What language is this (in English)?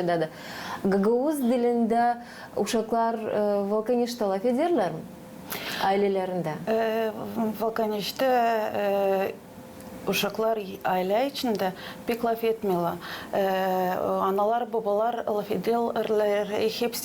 Gagauz